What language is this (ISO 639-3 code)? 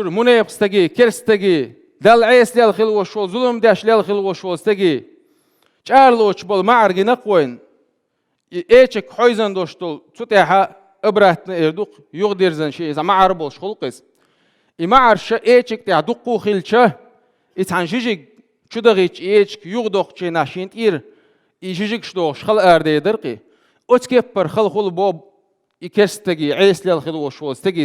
che